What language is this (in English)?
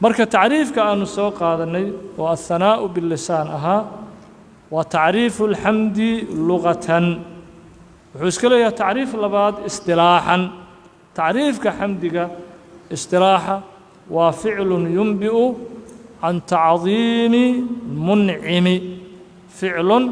Somali